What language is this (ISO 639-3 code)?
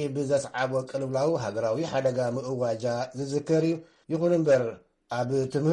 tir